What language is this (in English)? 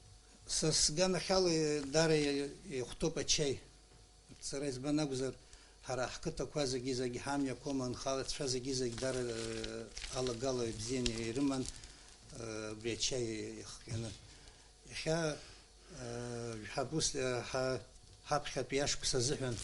Abkhazian